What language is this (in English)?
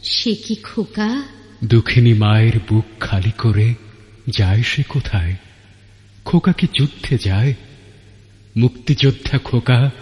Bangla